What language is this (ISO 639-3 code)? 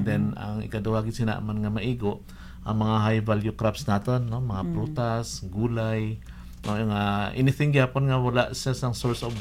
hil